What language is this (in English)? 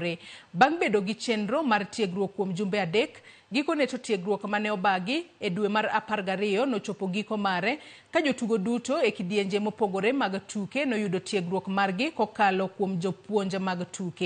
Luo (Kenya and Tanzania)